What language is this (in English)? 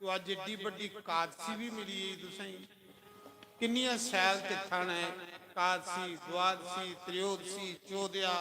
Dogri